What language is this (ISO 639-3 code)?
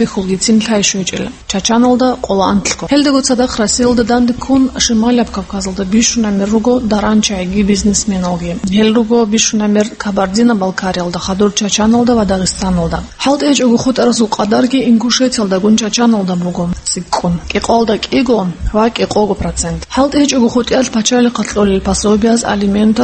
ava